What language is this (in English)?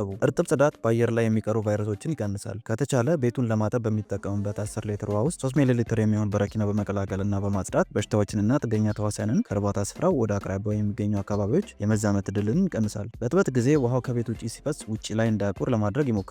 Amharic